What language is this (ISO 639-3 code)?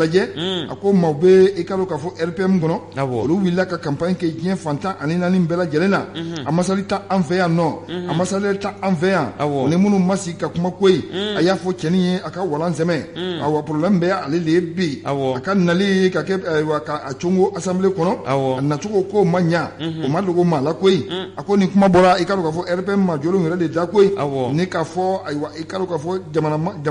bam